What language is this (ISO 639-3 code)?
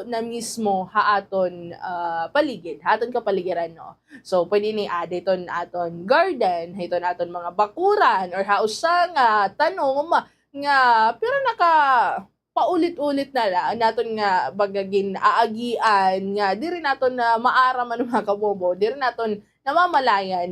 war